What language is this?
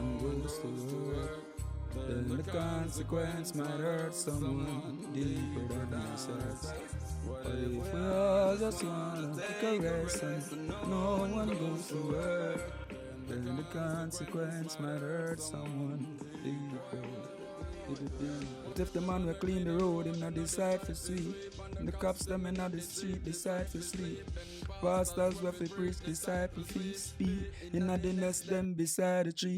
Jamaican Creole English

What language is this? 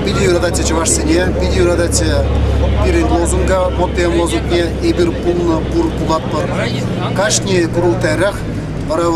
Chuvash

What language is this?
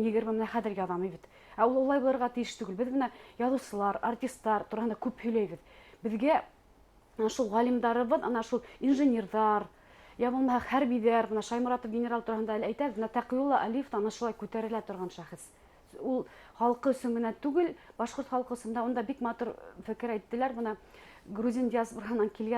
Bashkir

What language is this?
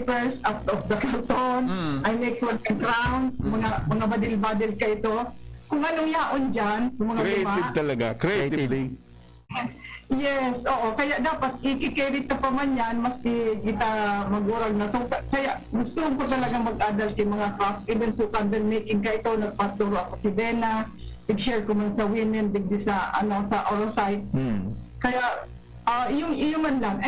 Bikol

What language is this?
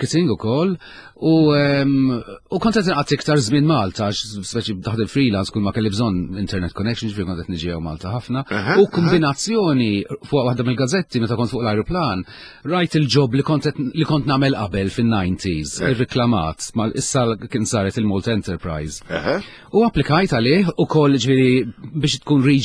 Maltese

